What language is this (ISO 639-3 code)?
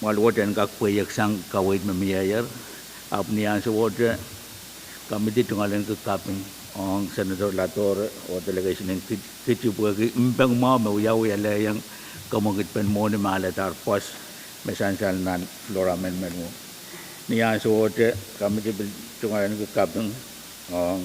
pon